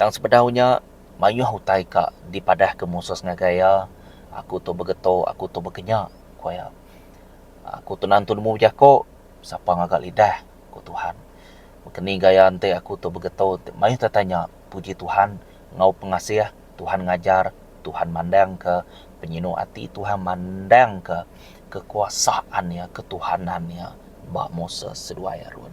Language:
Iban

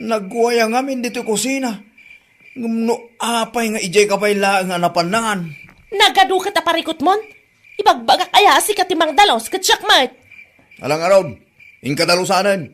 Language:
Iloko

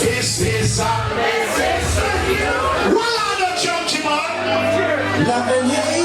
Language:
Jamaican Creole English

